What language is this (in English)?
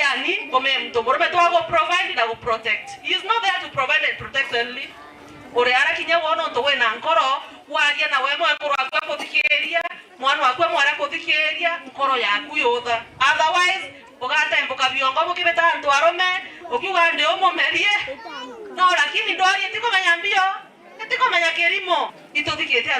Meru